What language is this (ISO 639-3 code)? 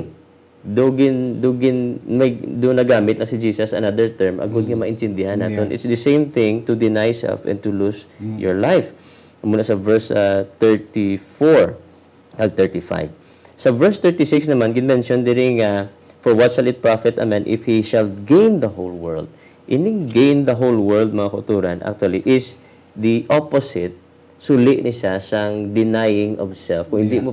hil